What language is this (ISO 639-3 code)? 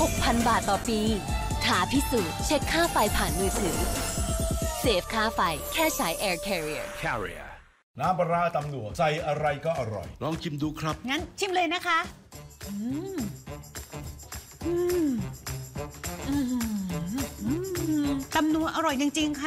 tha